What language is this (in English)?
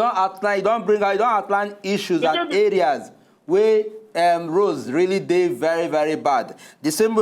Nigerian Pidgin